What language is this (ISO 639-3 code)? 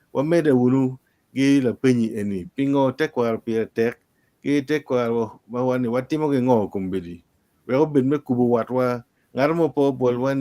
ach